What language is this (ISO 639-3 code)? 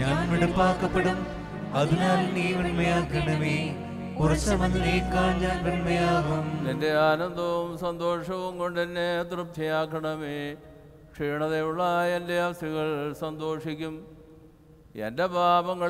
mal